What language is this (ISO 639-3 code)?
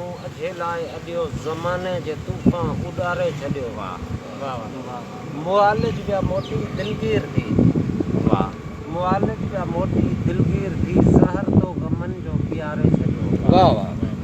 snd